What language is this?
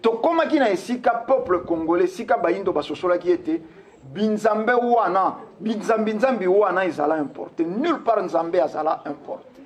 Lingala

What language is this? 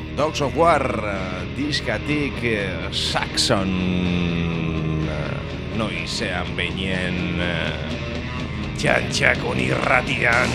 Basque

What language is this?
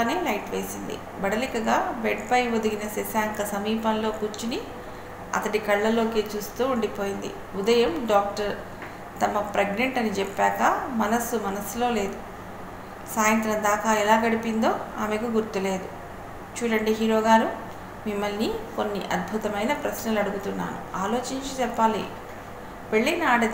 Telugu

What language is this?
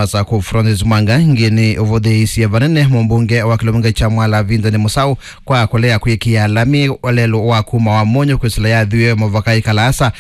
Kamba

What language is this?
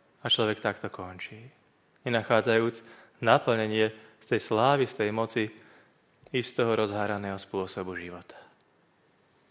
Slovak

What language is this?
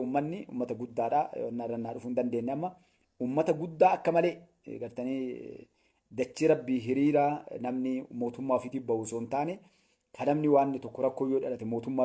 Oromo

